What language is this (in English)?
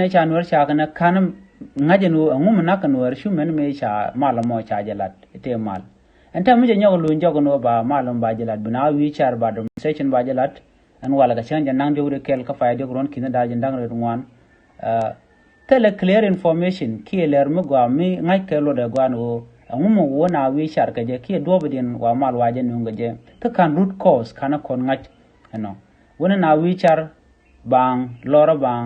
Nuer